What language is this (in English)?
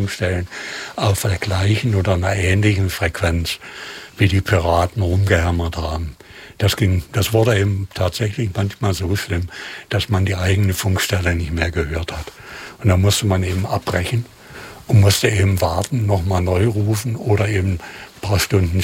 German